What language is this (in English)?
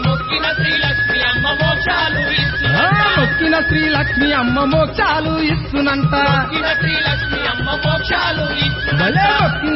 Telugu